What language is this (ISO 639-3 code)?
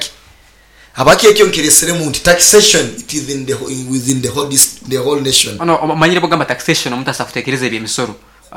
nyo